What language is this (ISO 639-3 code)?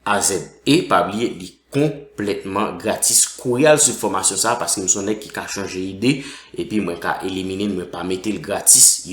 hat